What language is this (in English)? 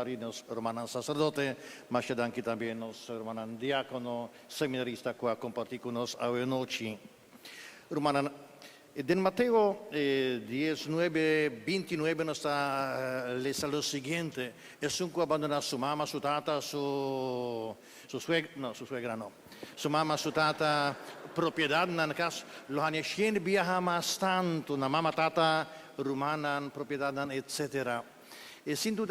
Papiamento